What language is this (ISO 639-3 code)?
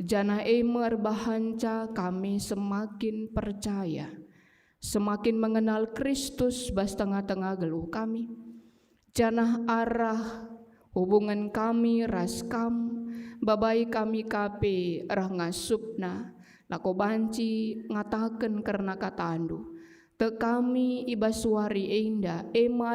btx